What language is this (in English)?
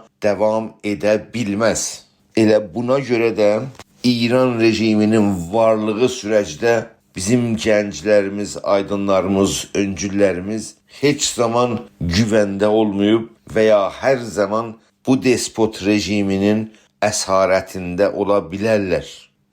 South Azerbaijani